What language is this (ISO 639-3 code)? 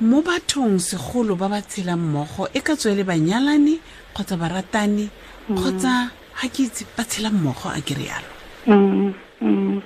tsn